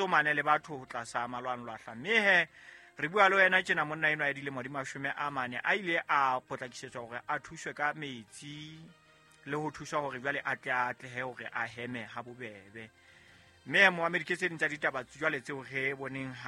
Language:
Southern Sotho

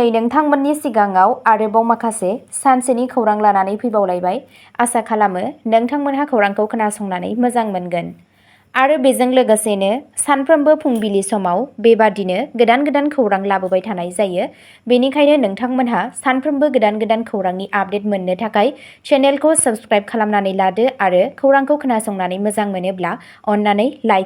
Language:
Bodo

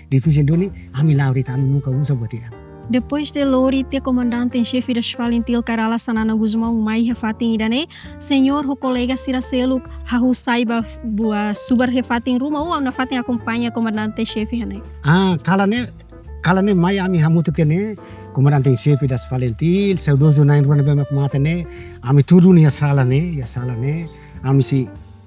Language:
Tetum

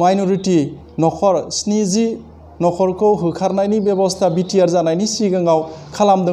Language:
Bodo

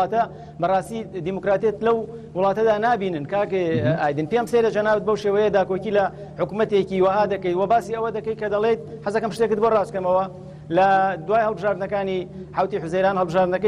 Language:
Central Kurdish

